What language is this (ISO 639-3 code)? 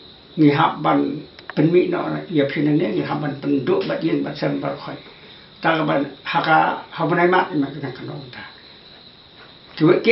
kha